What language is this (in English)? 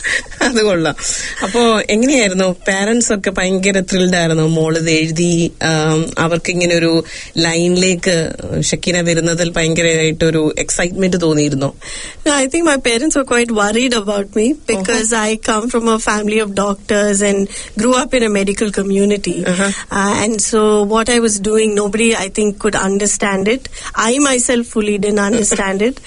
Malayalam